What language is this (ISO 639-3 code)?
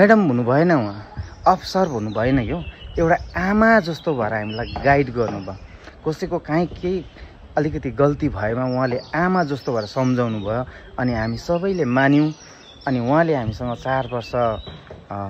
nep